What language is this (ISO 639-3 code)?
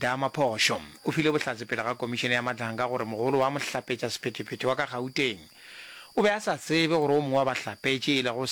nso